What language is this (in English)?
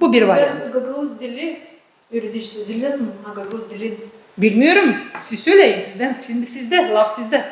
Gagauz